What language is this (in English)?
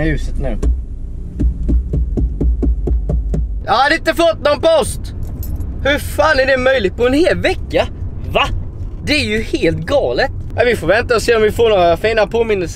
Swedish